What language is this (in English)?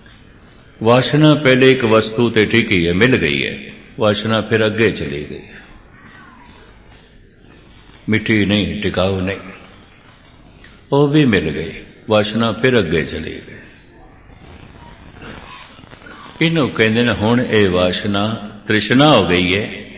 Punjabi